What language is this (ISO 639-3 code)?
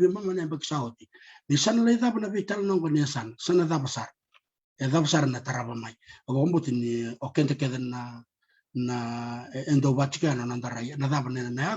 fij